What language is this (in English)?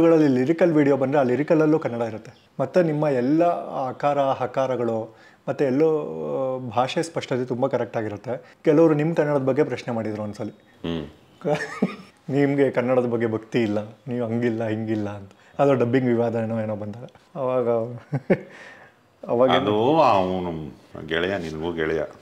Kannada